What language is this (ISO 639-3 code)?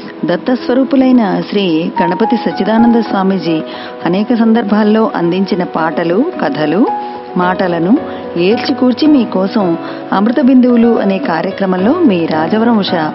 tel